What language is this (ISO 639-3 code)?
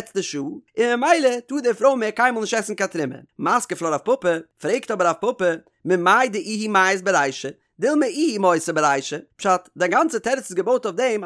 yid